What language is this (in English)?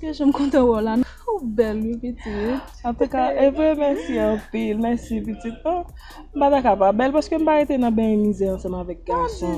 Haitian Creole